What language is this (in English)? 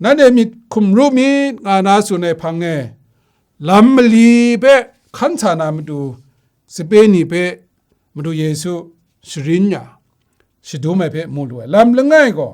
Kachin